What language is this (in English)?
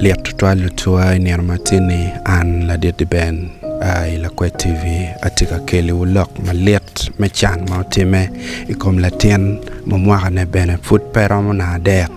Acoli